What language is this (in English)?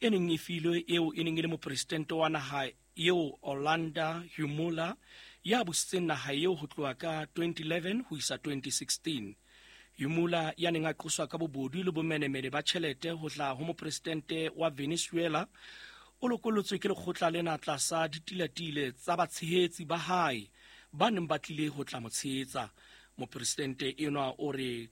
Southern Sotho